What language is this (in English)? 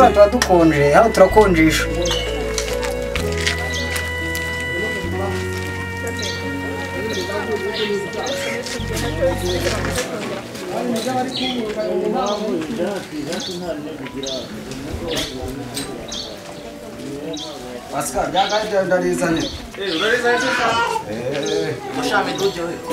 Kinyarwanda